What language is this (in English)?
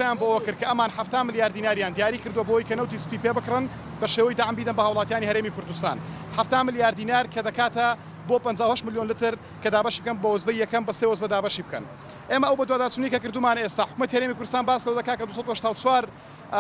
Central Kurdish